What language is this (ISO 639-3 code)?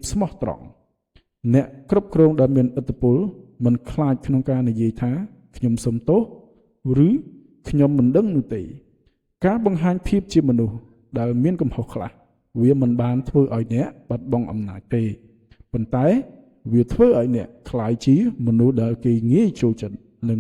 khm